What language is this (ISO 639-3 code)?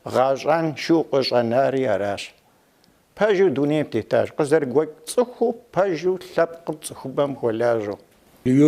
kbd